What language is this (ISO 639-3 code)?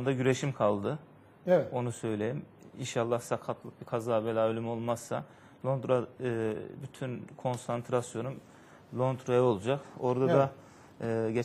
tur